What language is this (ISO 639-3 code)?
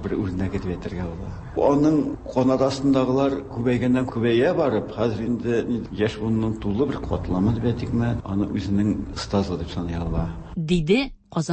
tat